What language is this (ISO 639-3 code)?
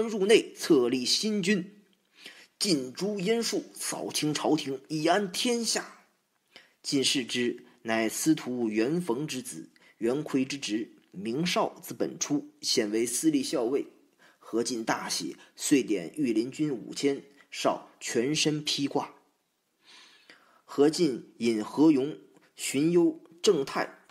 zho